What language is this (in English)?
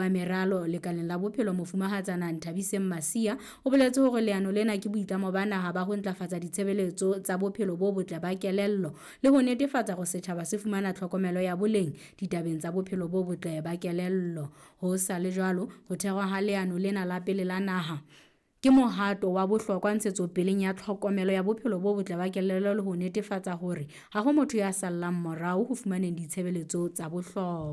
Southern Sotho